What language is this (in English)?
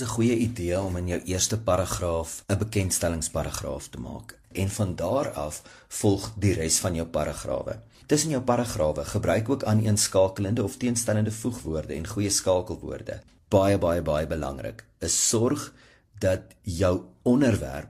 Afrikaans